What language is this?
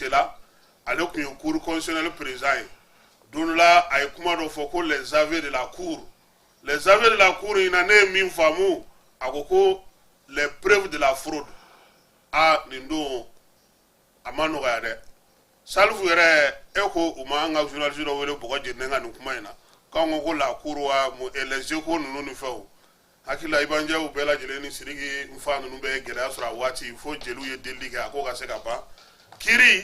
Bambara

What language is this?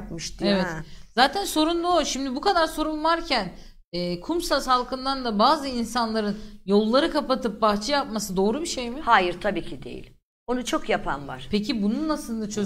Turkish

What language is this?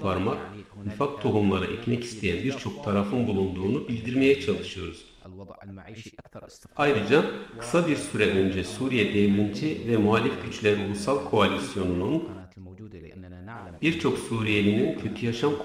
Turkish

